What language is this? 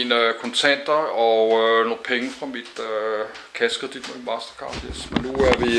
Danish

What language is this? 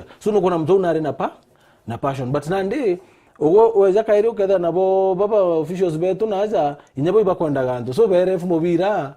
Meru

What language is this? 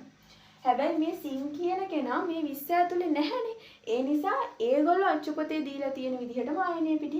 Sinhala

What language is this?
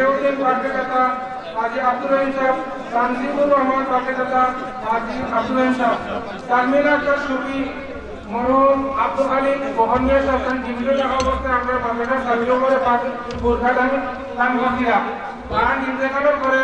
Sylheti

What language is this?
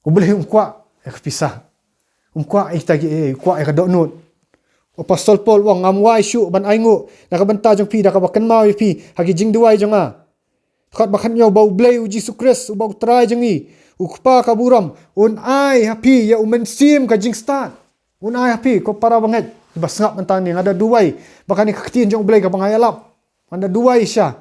Khasi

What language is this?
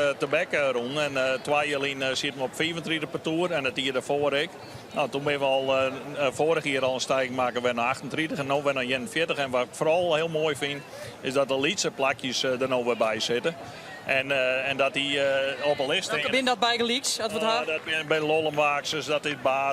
Western Frisian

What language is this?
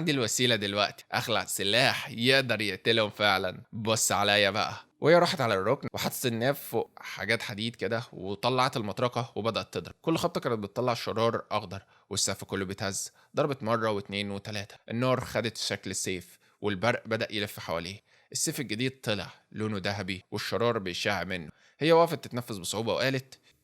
Egyptian Arabic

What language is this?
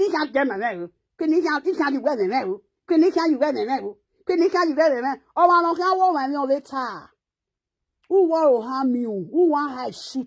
Nigerian Pidgin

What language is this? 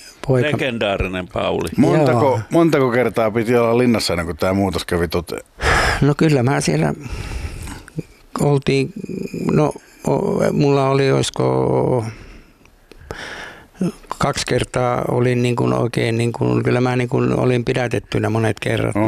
Finnish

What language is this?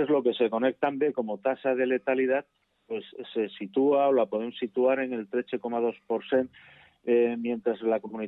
Catalan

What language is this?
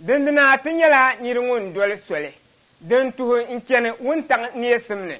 Dagbani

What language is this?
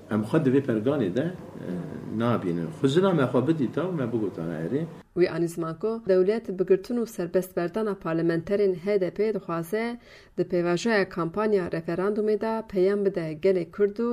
Kurdish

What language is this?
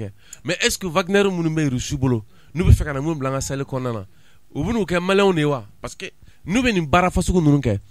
Bambara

